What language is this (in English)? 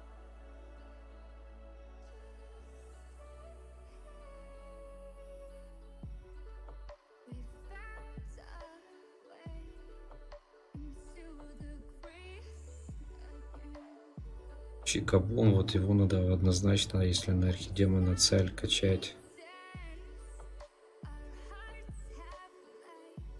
Russian